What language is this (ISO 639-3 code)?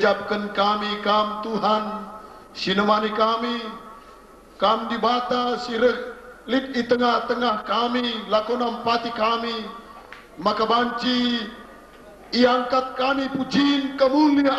btx